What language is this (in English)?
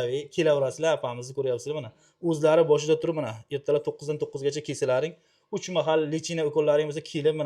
Uzbek